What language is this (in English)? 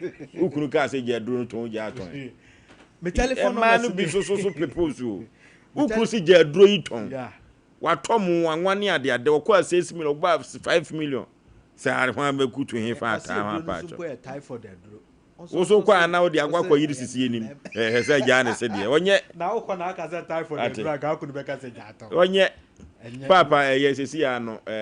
Akan